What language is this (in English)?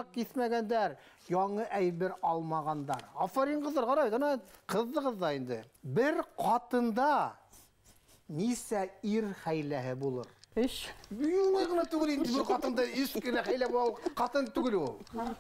Bashkir